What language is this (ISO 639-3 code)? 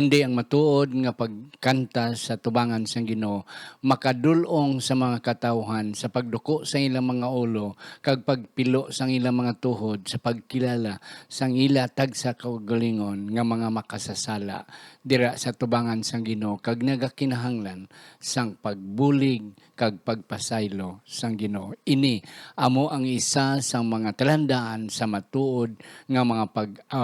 hil